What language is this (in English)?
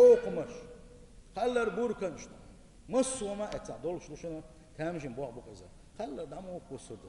Chechen